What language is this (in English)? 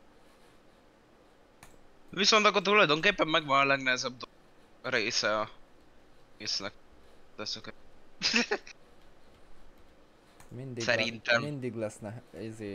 Hungarian